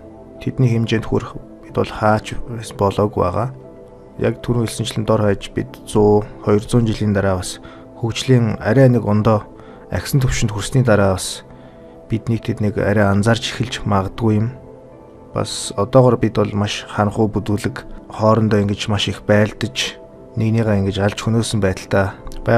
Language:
Mongolian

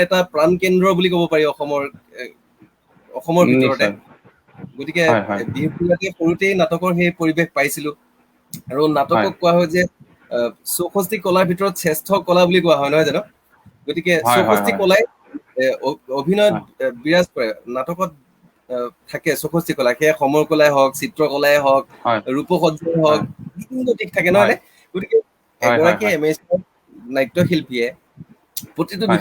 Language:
Assamese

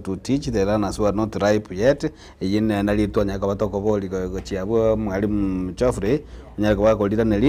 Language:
Gusii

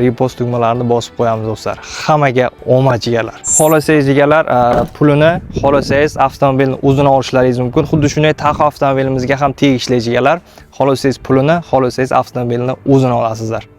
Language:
Uzbek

